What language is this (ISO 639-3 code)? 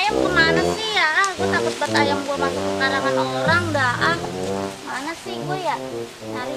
bew